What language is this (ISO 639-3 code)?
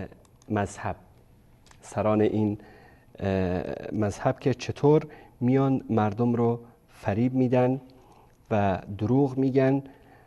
fas